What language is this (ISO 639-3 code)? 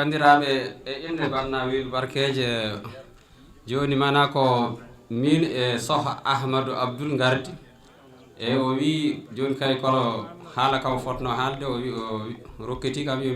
ful